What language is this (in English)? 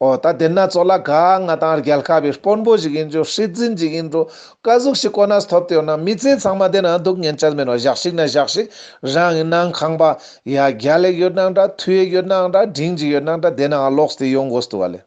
Ladakhi